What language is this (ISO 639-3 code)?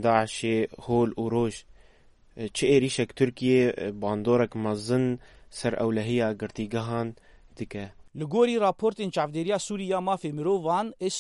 kur